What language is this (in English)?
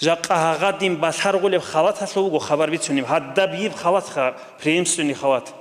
Avaric